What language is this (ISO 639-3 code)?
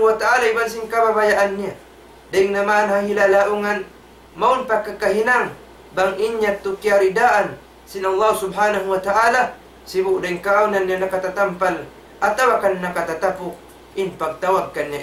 tsg